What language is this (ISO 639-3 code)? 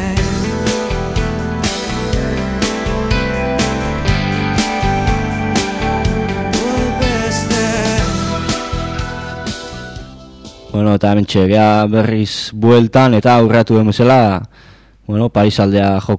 eus